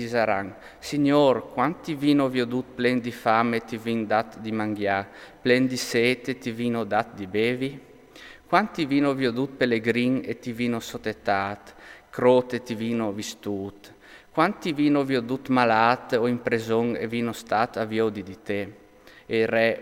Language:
Friulian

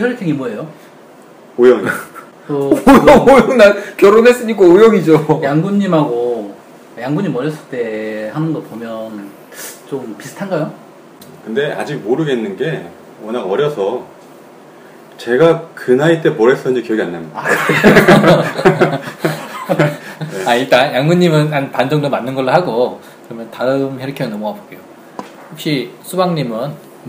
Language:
Korean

